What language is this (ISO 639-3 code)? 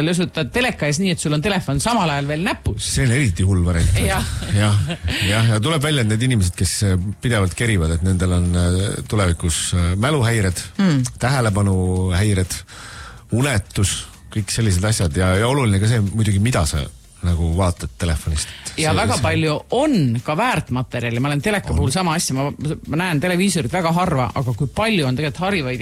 est